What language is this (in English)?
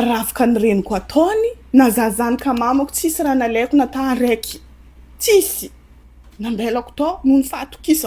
Malagasy